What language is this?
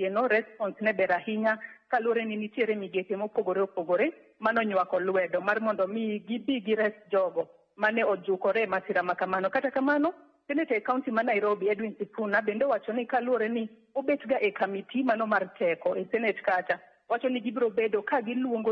Luo (Kenya and Tanzania)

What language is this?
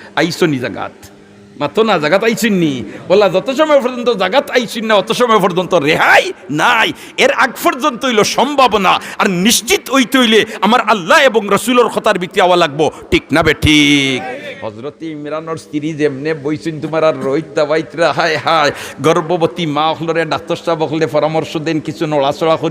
Sylheti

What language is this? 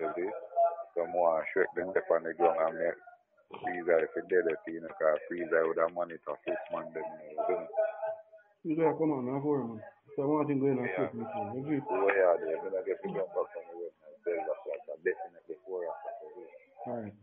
Jamaican Creole English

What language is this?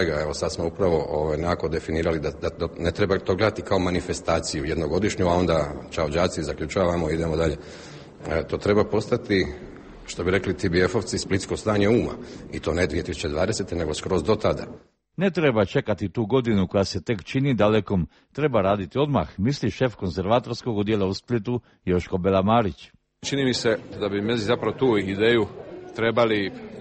Croatian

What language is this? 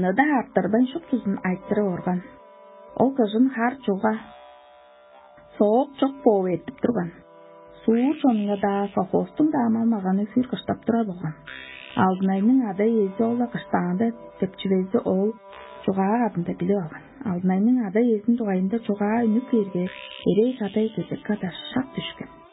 Tuvinian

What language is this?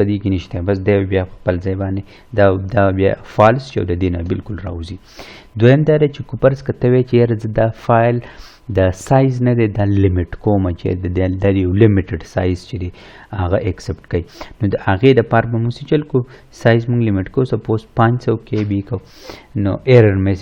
Pashto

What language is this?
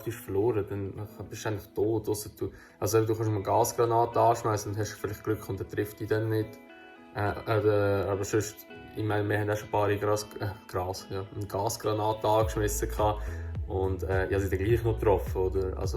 Swiss German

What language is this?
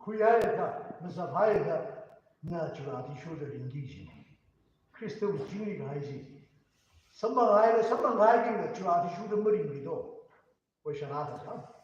Tangkhul Naga (India)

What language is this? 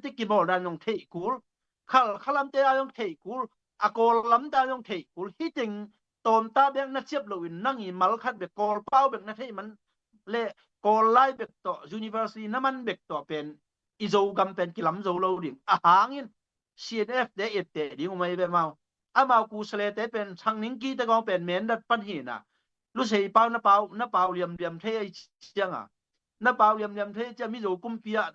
Tedim Chin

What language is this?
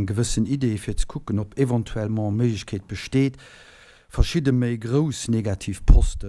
Luxembourgish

